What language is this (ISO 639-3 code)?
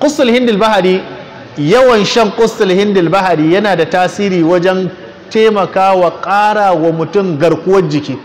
hau